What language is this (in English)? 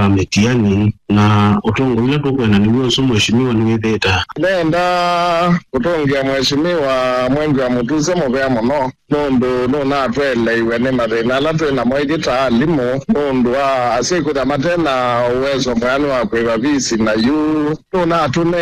Kamba